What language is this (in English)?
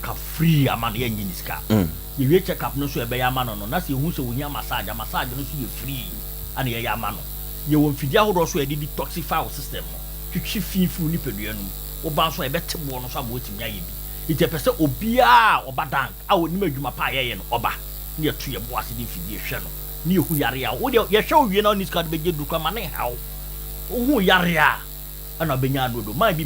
Akan